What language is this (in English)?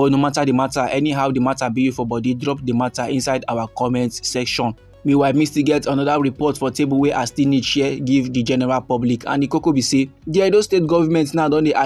Nigerian Pidgin